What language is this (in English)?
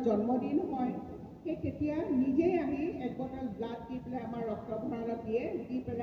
Assamese